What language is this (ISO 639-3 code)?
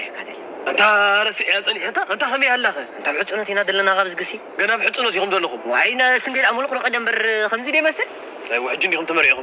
tir